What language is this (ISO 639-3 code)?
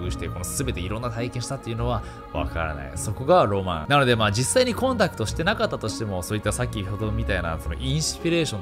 jpn